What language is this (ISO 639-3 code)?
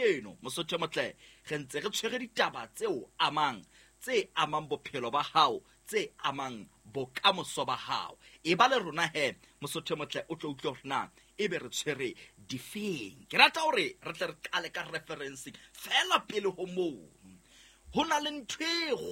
sot